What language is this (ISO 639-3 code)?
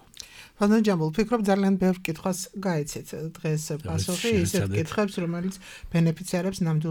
kat